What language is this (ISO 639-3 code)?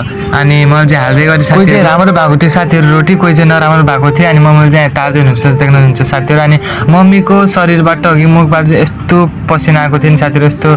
nep